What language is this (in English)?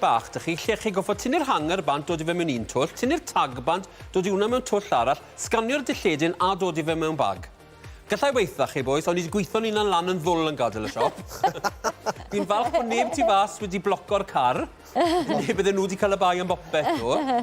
Welsh